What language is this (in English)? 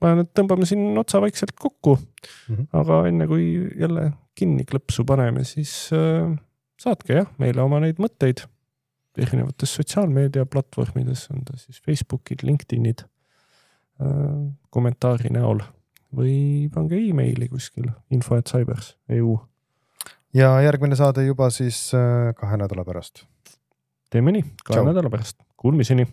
Estonian